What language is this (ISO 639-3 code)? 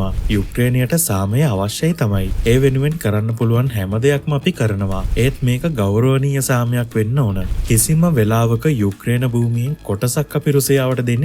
sin